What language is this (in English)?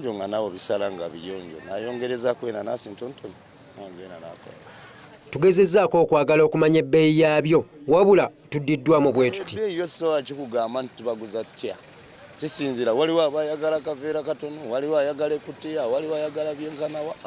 Ganda